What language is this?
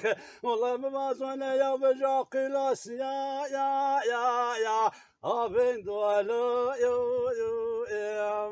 Zaza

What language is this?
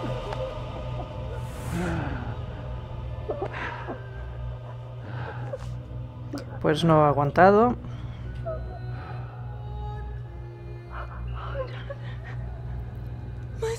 Spanish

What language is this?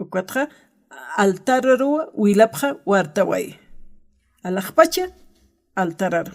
Aymara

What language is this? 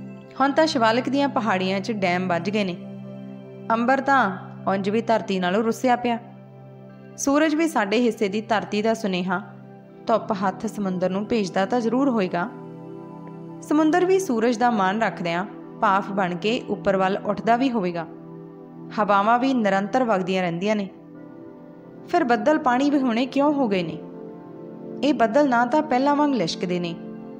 Punjabi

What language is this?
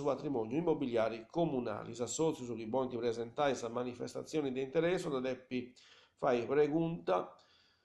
Sardinian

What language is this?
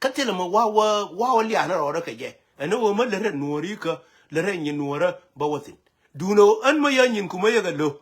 Nuer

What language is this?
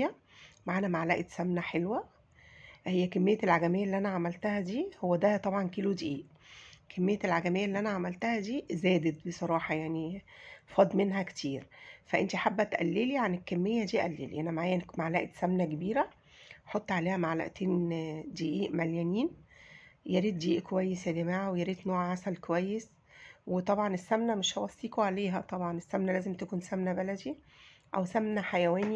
Egyptian Arabic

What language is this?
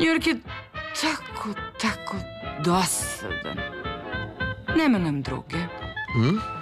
Serbian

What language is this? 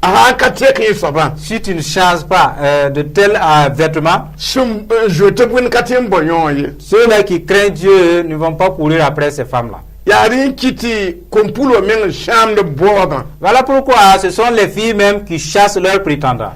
Mossi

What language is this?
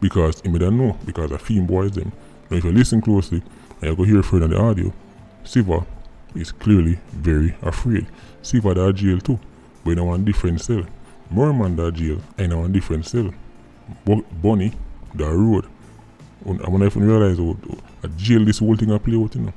Jamaican Creole English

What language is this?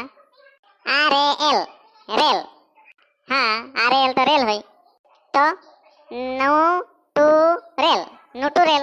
Sadri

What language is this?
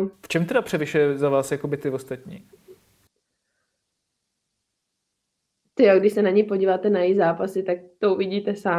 Czech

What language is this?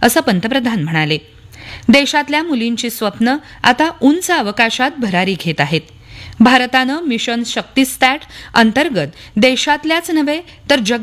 Marathi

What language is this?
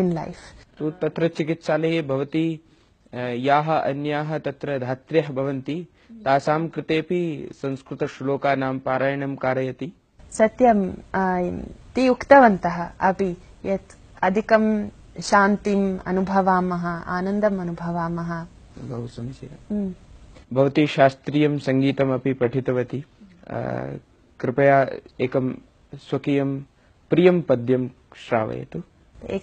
Sanskrit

